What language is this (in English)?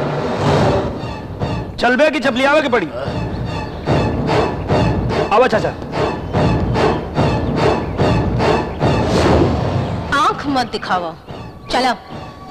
Bhojpuri